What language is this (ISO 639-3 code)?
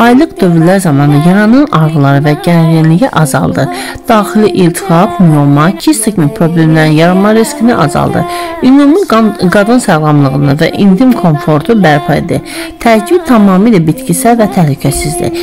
aze